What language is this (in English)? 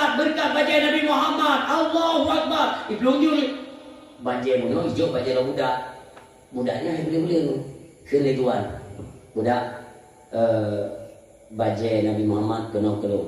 Achinese